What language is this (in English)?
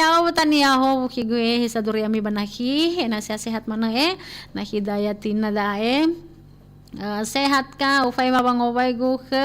Nias